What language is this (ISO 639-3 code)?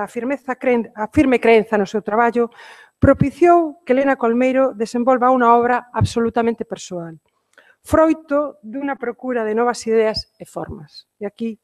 glg